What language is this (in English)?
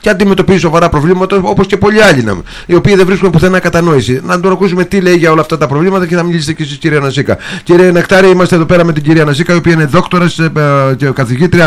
Greek